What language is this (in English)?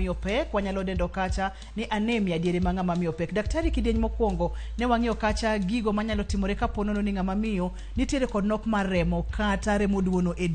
Luo (Kenya and Tanzania)